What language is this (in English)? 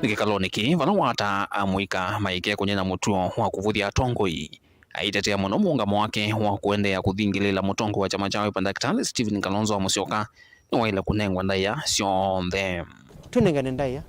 Kamba